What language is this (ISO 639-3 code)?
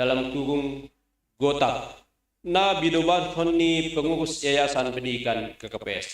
bts